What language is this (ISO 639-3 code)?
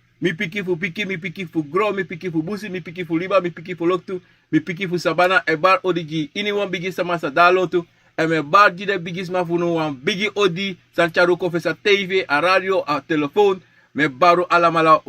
srn